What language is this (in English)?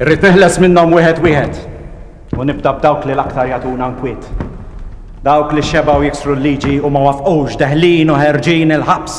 Maltese